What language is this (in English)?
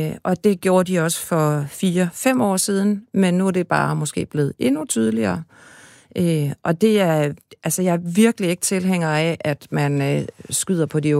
Danish